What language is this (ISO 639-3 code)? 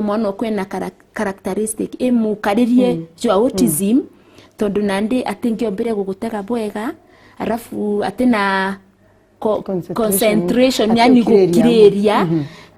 mer